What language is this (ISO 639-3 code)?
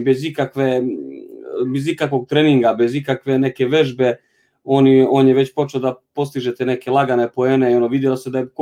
srp